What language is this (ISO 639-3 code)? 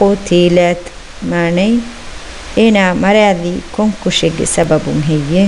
div